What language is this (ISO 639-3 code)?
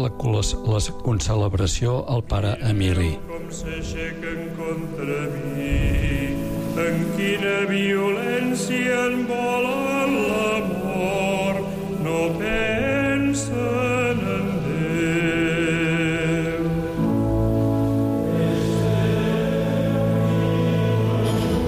cat